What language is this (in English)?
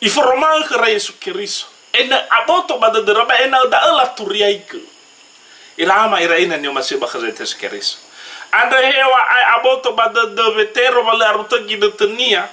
Nias